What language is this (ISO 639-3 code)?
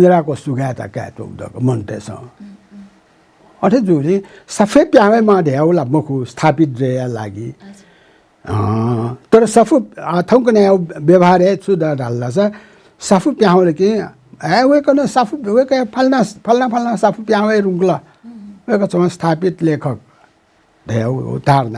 new